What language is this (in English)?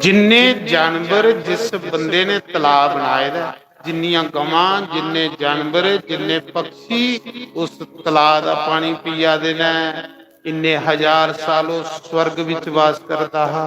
Dogri